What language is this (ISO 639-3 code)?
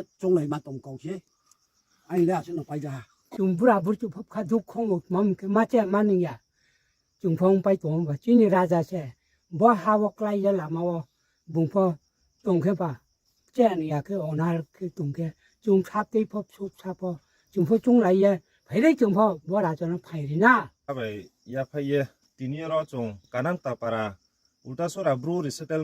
ria